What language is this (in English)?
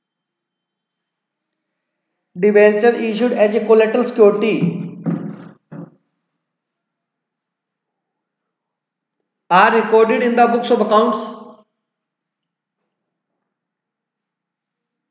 Hindi